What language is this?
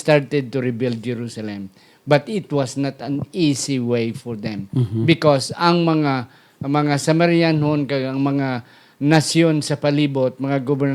Hiligaynon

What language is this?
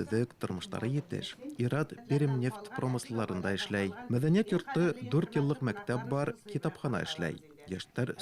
Bashkir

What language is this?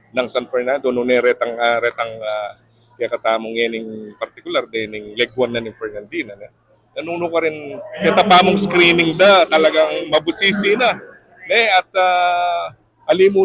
Pampanga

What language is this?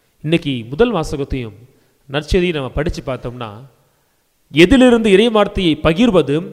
Tamil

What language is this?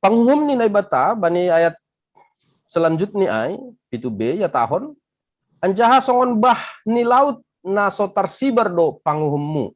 Batak Simalungun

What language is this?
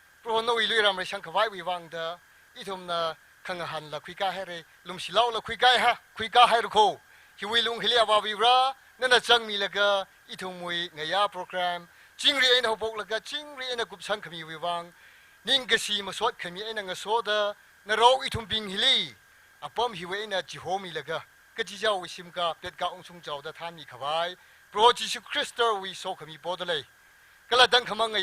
Tangkhul Naga (India)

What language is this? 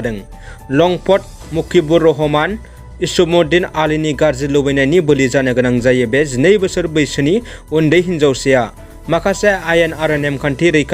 Bodo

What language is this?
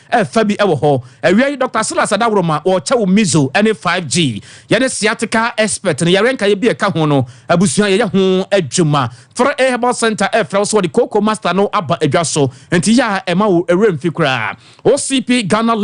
Akan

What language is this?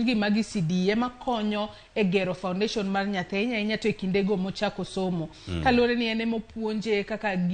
Luo (Kenya and Tanzania)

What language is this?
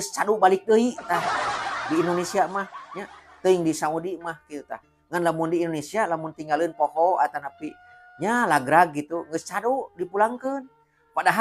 Sundanese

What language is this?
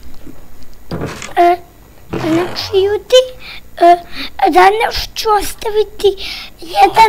Serbian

